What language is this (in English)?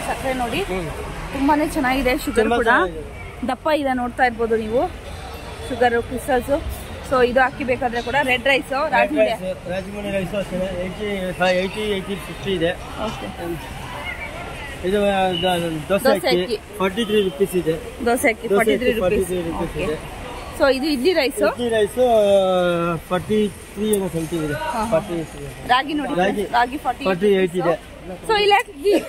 Kannada